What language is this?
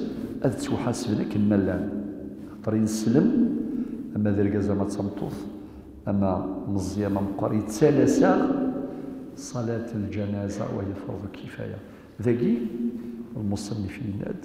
Kabyle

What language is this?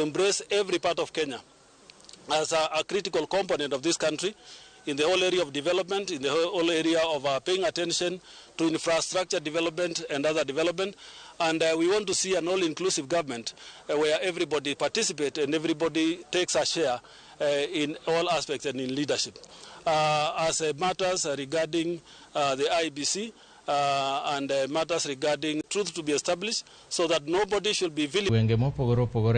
Luo (Kenya and Tanzania)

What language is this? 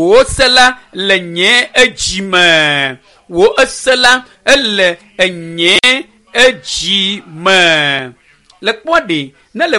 Ewe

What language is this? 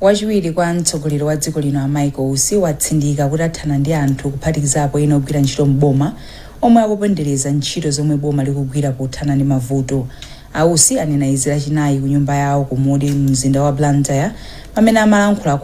Nyanja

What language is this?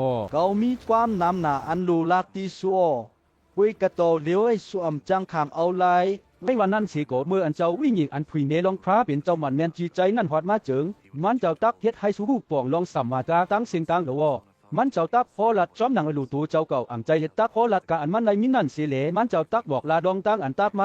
Shan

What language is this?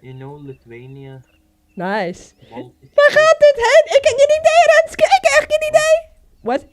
Western Frisian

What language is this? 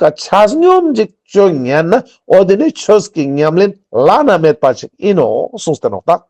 Ladakhi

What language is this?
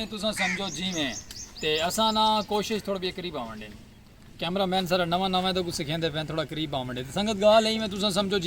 Saraiki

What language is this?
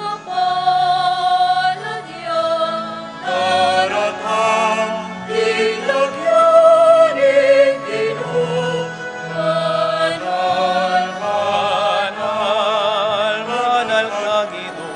Pampanga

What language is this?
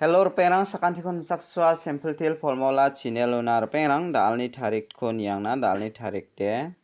Garo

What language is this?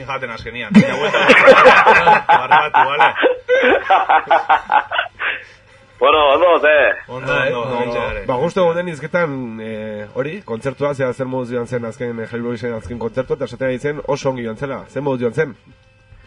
Basque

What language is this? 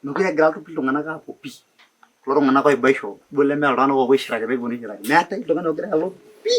Masai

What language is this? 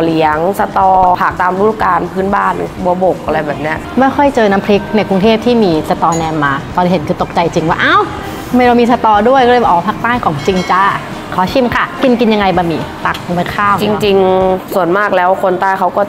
Thai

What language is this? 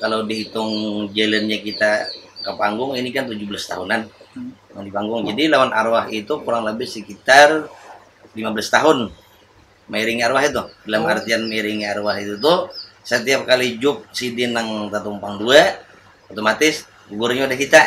Banjar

